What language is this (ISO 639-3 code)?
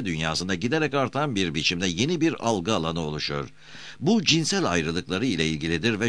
tur